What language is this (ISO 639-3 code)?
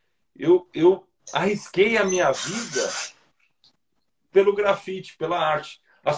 por